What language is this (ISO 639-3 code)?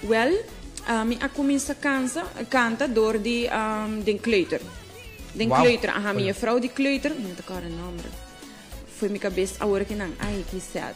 pap